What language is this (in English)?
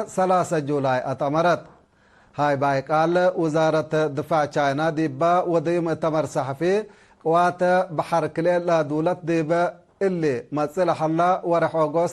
Tigre